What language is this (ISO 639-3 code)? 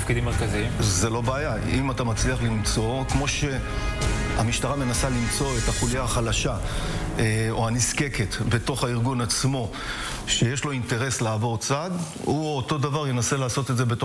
heb